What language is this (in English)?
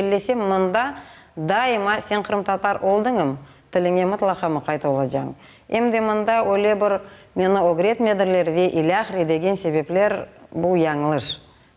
Crimean Tatar